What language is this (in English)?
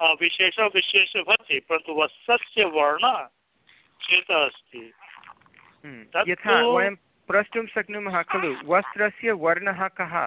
Sanskrit